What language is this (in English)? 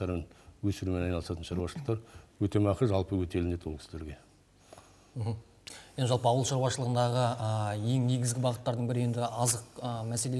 Kazakh